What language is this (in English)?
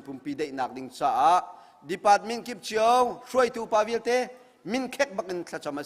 Hakha Chin